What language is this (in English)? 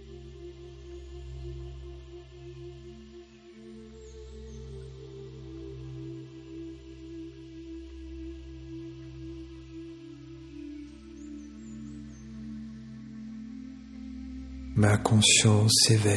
French